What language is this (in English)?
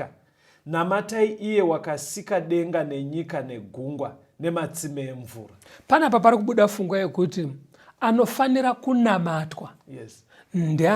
Shona